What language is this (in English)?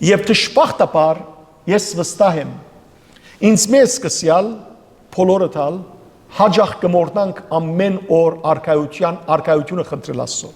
Western Armenian